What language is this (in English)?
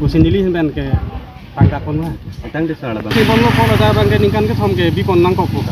Karbi